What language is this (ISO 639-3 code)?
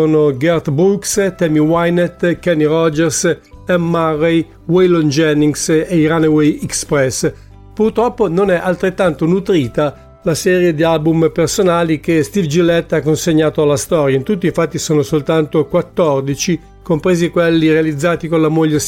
ita